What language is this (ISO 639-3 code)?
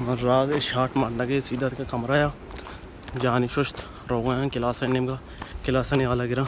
bal